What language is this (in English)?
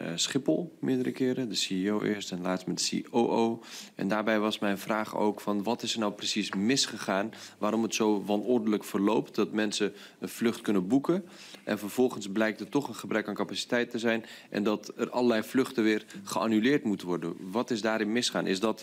Dutch